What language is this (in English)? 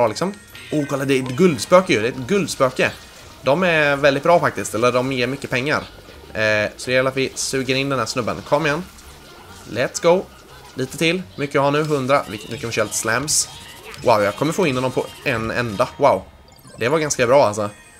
Swedish